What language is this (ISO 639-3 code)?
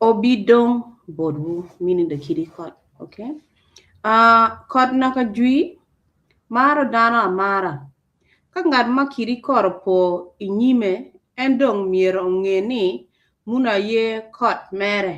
ach